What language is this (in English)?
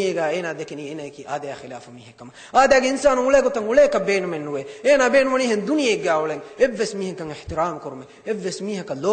Divehi